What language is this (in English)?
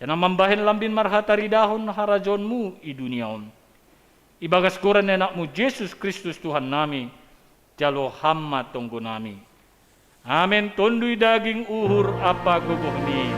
Batak Simalungun